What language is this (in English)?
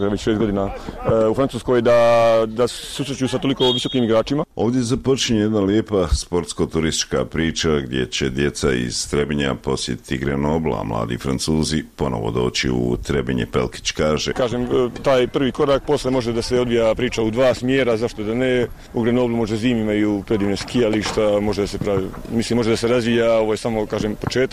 Croatian